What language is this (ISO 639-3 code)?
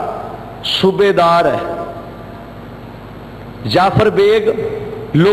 pan